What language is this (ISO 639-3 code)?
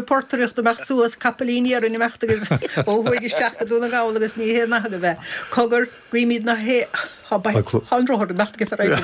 gle